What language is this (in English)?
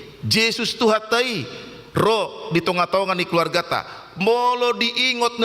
Batak Toba